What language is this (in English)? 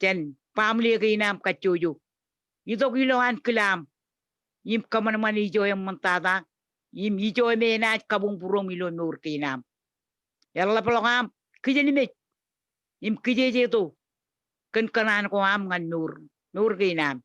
Marshallese